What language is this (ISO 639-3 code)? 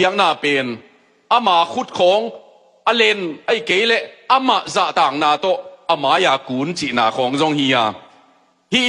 ctd